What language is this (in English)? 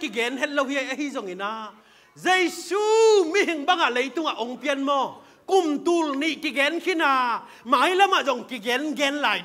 Tedim Chin